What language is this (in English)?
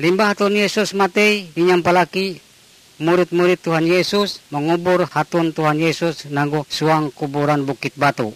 Ngaju